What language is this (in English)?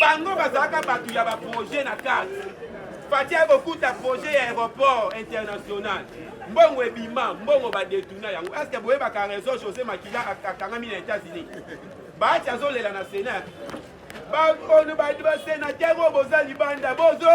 Lingala